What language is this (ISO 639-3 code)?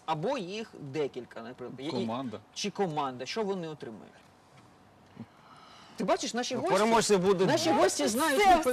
ukr